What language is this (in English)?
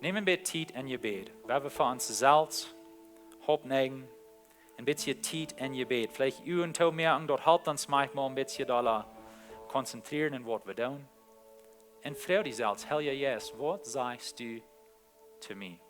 Plautdietsch